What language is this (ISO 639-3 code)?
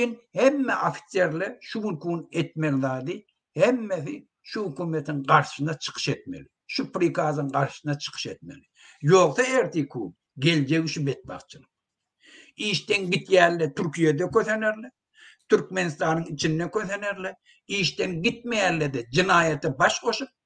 tuk